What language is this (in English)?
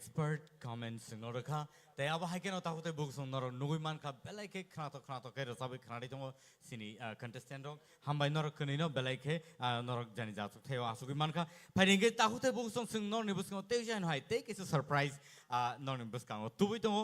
Kok Borok